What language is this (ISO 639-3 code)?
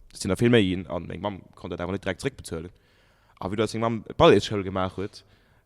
ltz